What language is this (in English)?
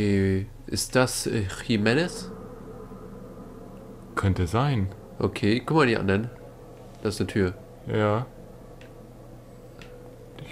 German